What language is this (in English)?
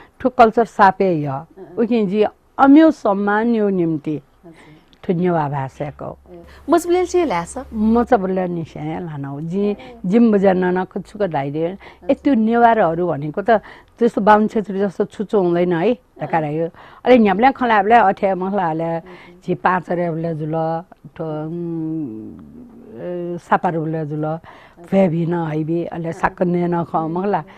Newari